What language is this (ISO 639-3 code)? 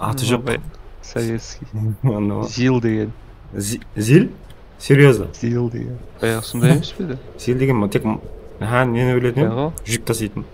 kaa